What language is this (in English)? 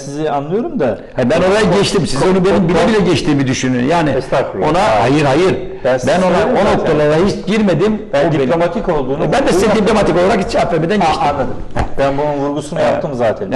Turkish